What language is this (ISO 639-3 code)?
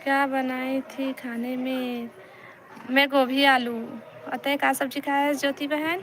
hne